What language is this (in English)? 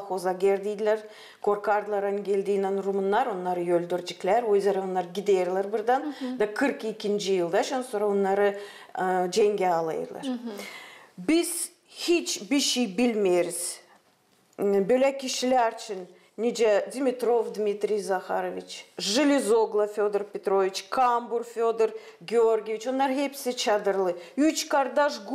Gagauz